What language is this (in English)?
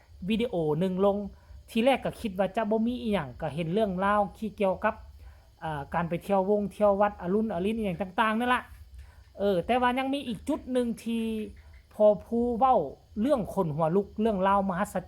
Northeastern Thai